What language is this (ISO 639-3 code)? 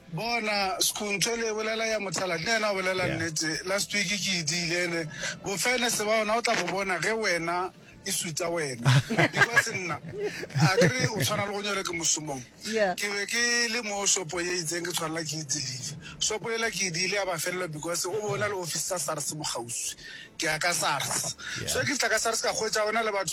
nso